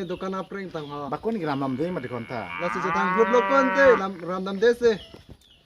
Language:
Karbi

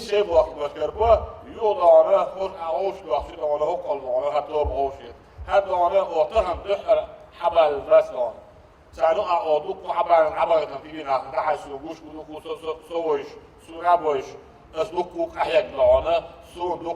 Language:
Chechen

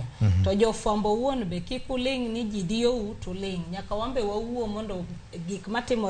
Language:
Luo (Kenya and Tanzania)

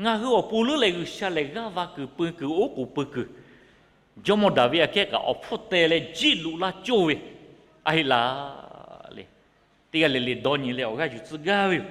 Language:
Lahu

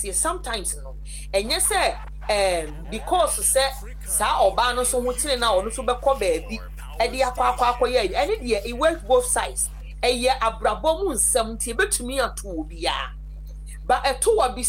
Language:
Akan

